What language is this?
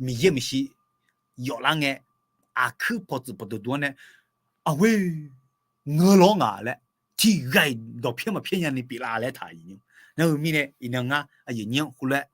Akha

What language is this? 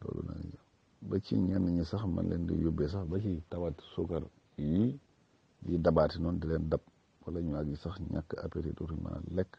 Wolof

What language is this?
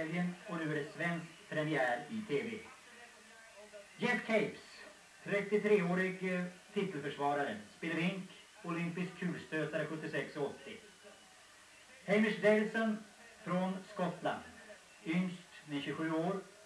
Swedish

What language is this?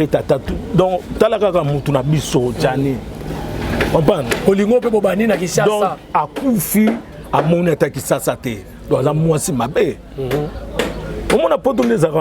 Lingala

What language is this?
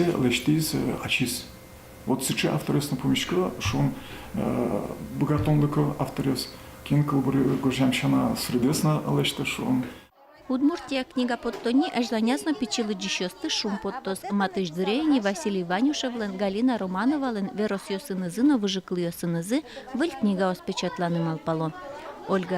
Udmurt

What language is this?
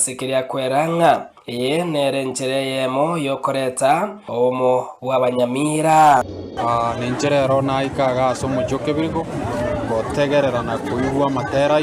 Gusii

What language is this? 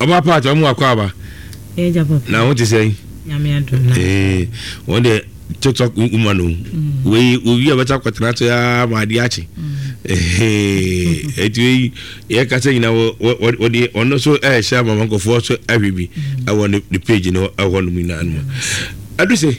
Akan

